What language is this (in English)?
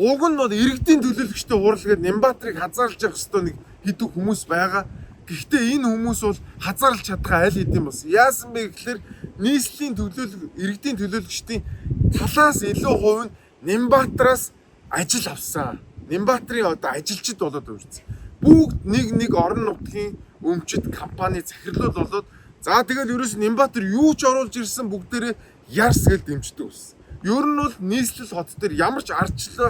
Mongolian